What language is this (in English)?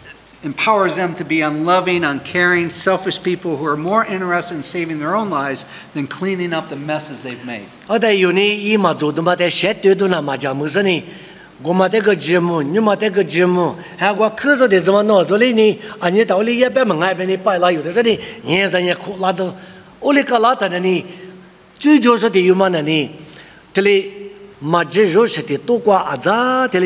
Lisu